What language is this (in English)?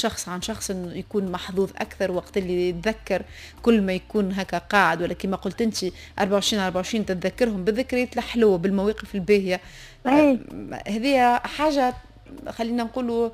Tunisian Arabic